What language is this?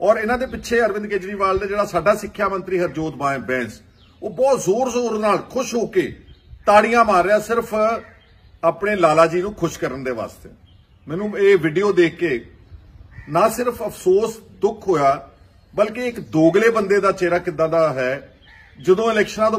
Punjabi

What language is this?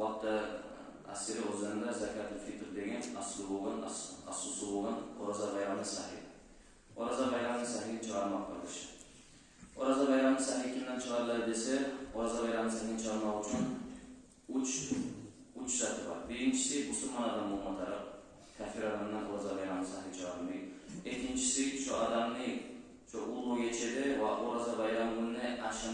Kumyk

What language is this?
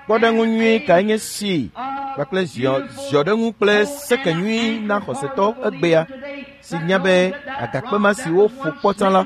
Ewe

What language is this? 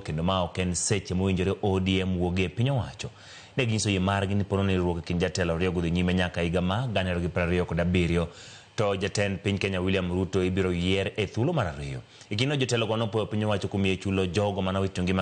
Luo (Kenya and Tanzania)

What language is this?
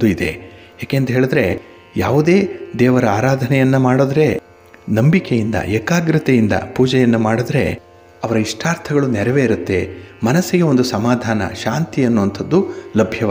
Kannada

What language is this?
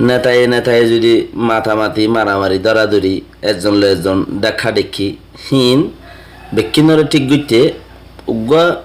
Rohingya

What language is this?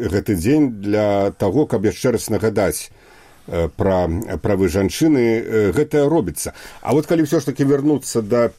Belarusian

